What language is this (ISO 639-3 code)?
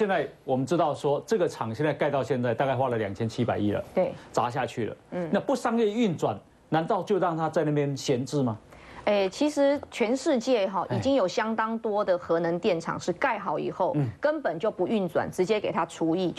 zho